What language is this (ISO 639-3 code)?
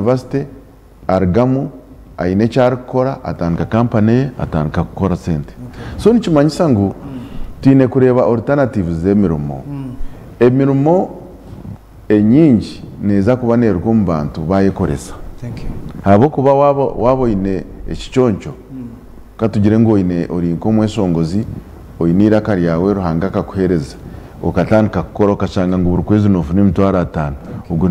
nyn